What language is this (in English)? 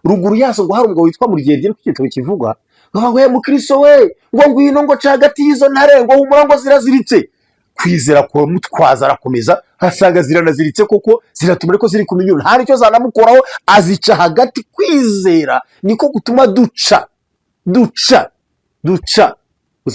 Kinyarwanda